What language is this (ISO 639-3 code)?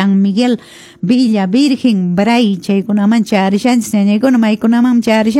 que